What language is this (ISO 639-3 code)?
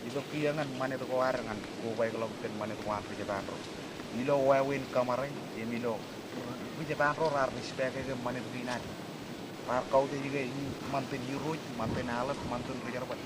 mah